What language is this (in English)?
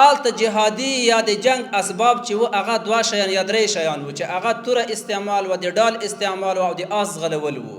Pashto